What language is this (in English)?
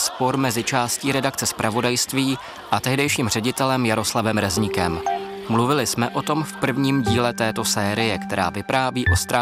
Czech